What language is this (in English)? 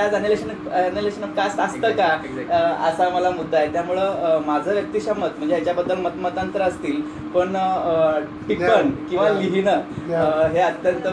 Marathi